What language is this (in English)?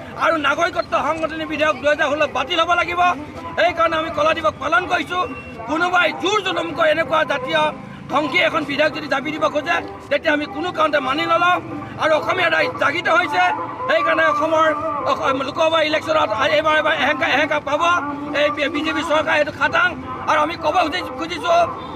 Assamese